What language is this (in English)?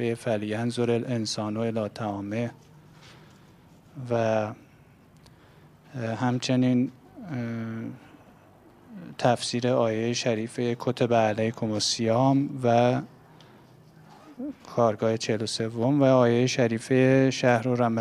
Persian